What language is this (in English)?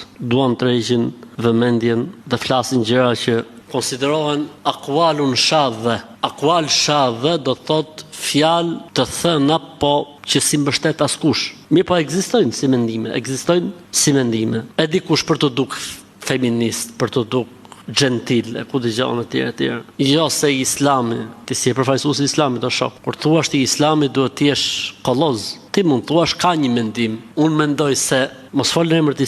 Albanian